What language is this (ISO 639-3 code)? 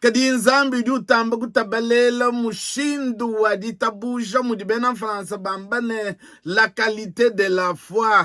lua